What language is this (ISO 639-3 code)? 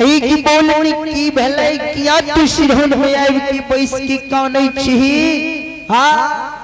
mai